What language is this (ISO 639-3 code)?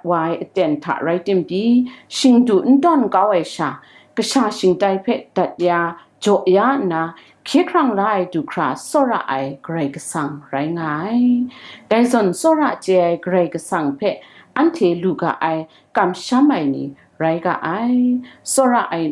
kac